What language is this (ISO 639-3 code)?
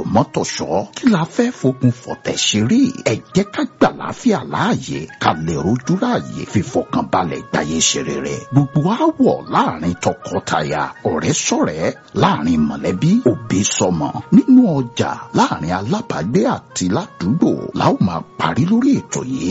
yor